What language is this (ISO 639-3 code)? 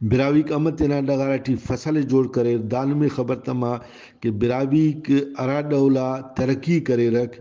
brh